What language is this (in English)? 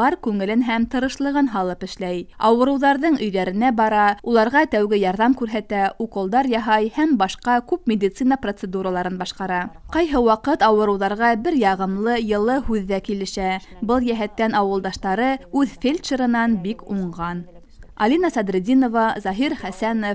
Bashkir